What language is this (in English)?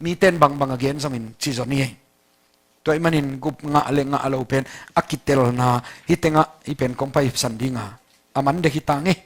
Tedim Chin